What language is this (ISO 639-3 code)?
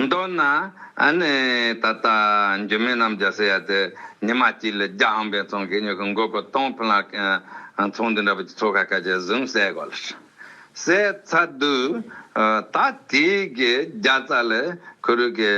bod